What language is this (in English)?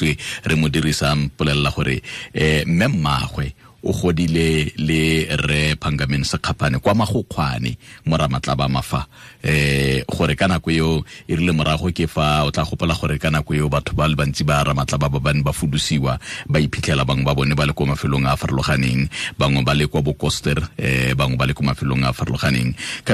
Tswana